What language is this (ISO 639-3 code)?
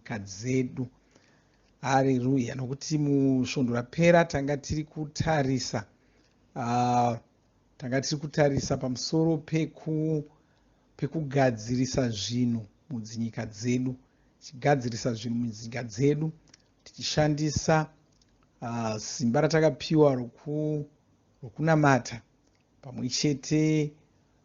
sna